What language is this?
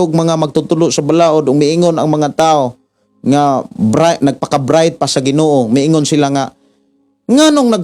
Cebuano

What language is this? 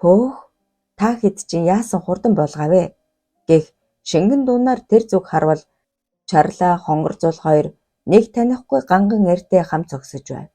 Mongolian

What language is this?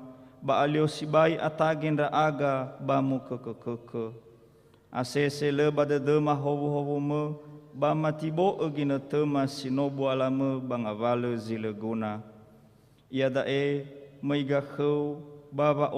Nias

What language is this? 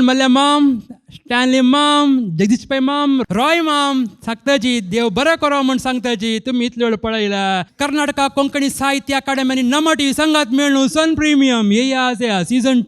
Konkani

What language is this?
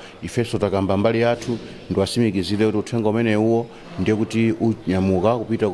Nyanja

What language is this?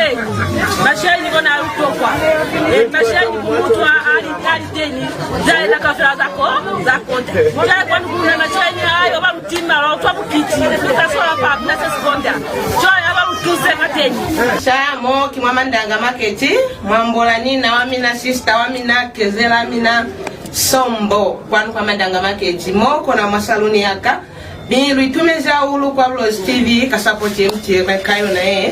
Lozi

